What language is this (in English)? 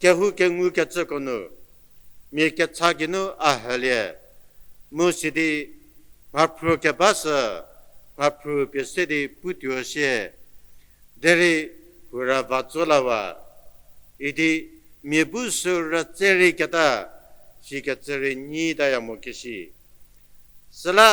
Angami Naga